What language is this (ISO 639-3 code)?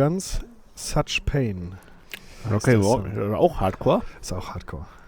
deu